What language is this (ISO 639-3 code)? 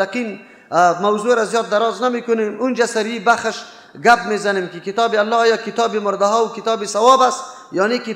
fas